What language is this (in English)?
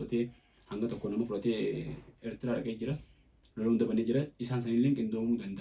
Oromo